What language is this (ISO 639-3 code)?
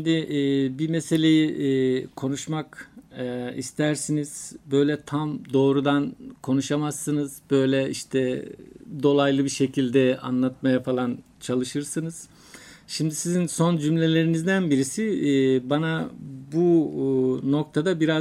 tur